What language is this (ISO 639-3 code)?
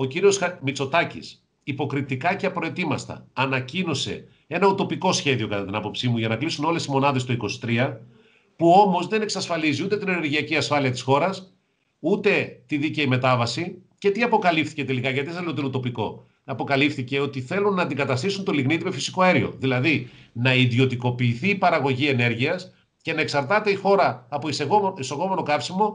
ell